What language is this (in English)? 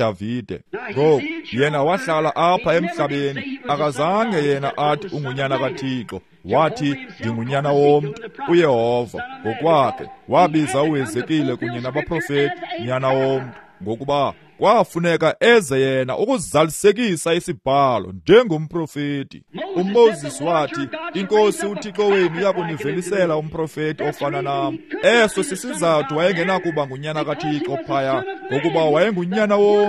Xhosa